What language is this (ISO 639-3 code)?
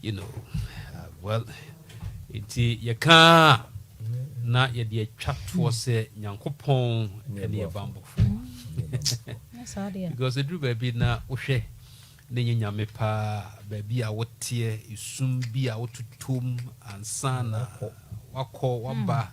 aka